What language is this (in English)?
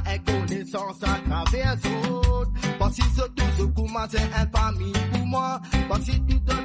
Morisyen